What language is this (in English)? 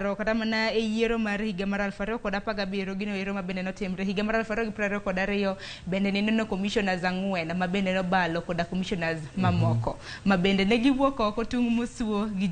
Luo (Kenya and Tanzania)